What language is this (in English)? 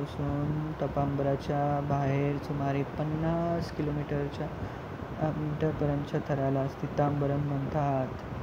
Marathi